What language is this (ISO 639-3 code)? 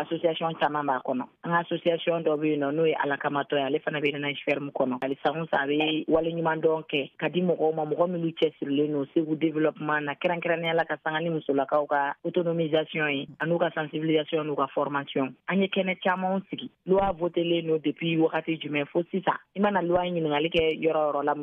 bam